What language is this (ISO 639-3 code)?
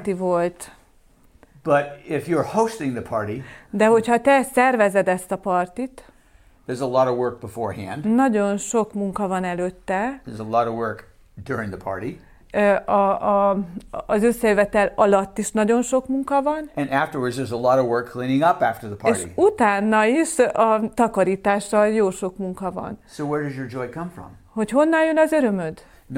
hun